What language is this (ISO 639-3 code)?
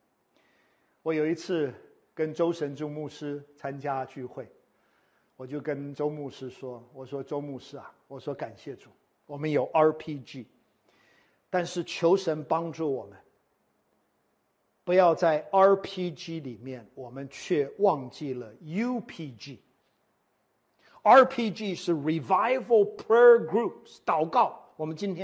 zho